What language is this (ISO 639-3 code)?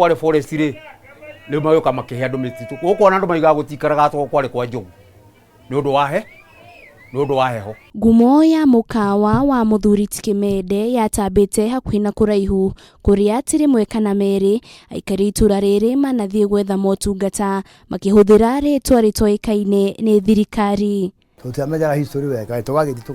kik